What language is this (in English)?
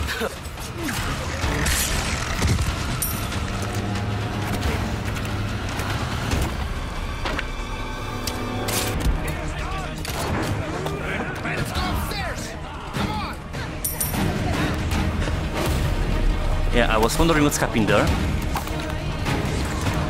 English